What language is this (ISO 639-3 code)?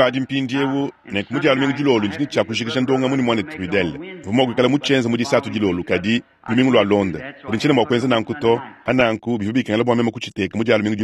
lua